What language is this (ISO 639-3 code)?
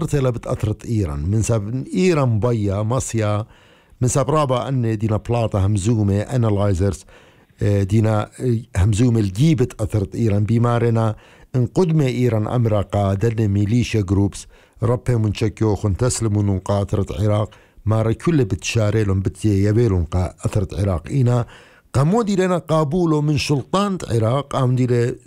aii